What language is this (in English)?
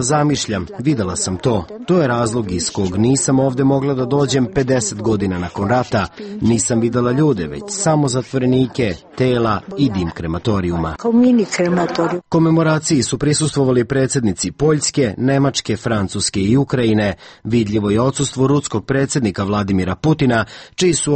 Serbian